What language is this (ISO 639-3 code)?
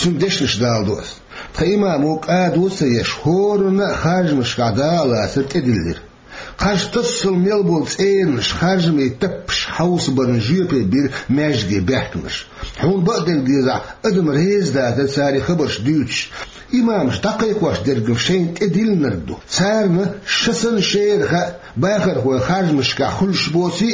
che